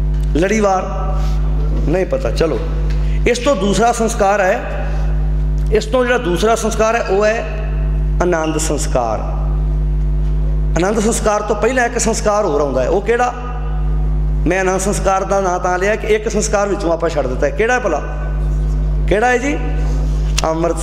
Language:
Punjabi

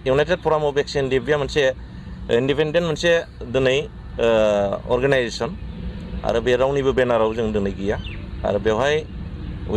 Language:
Bodo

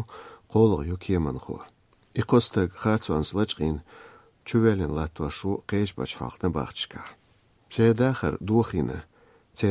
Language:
Chechen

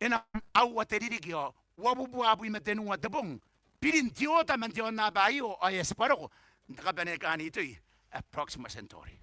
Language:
Gilbertese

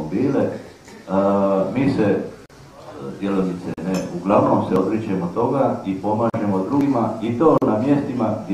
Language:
Croatian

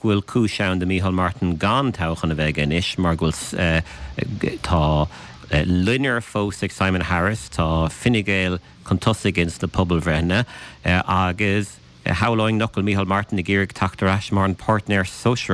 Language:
Irish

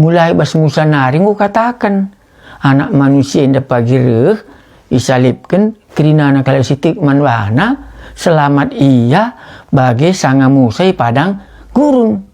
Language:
Batak Karo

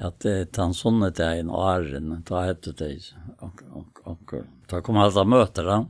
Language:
Faroese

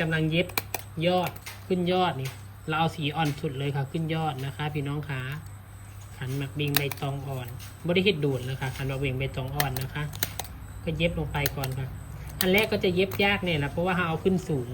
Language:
Northeastern Thai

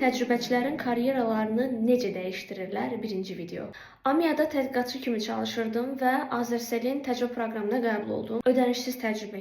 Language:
Azerbaijani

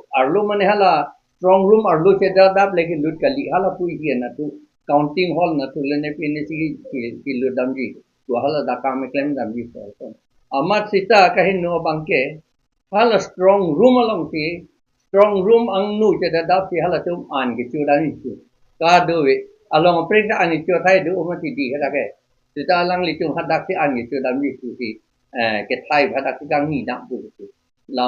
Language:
Karbi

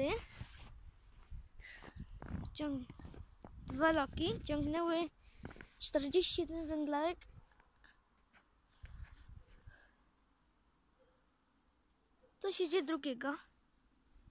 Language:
Polish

